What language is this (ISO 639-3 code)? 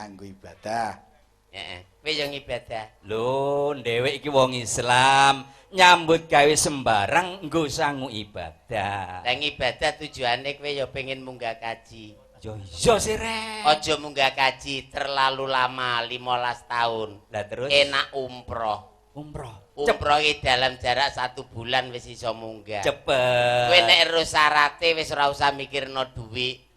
jav